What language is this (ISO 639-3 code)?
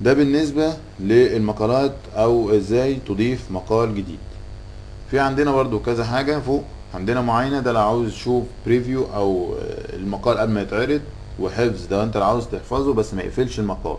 arz